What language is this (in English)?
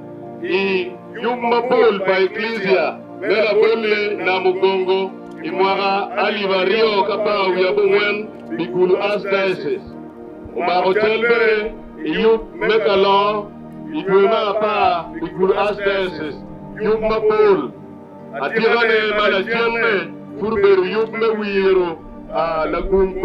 Acoli